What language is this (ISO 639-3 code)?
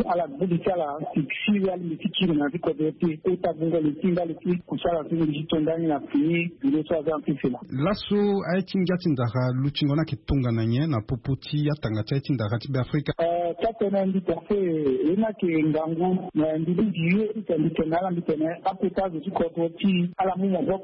swa